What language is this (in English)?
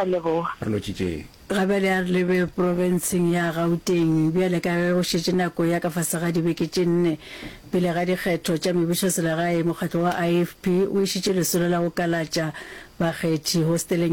Northern Sotho